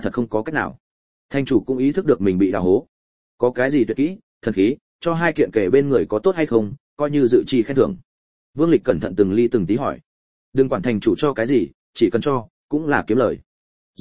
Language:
Vietnamese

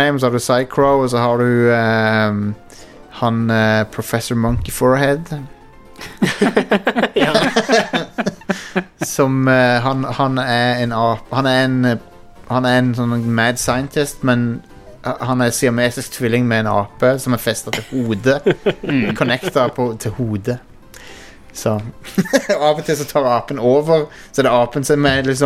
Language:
Norwegian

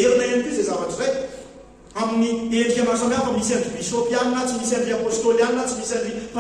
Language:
Malagasy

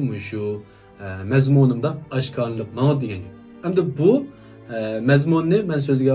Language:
Uyghur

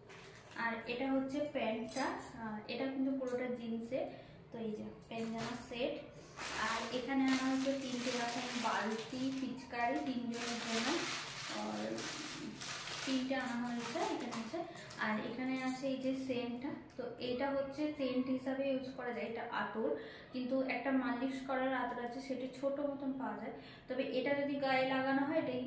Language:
Bangla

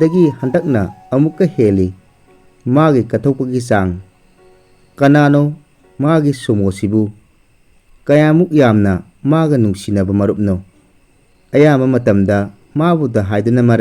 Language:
Manipuri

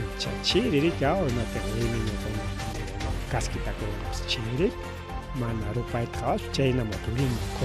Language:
Ayacucho Quechua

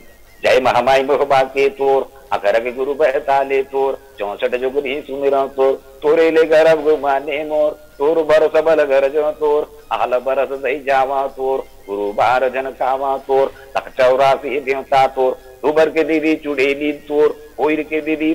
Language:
Chhattisgarhi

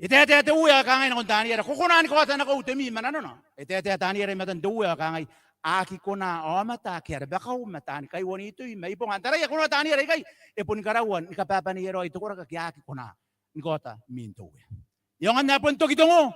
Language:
Gilbertese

